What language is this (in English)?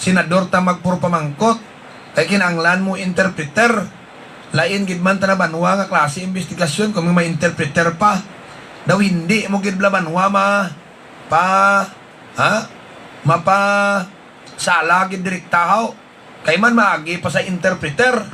Hiligaynon